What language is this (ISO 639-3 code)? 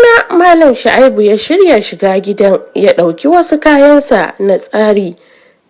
hau